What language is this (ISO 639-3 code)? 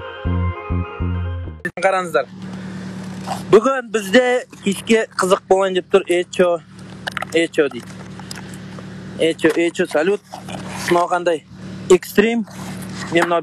kaz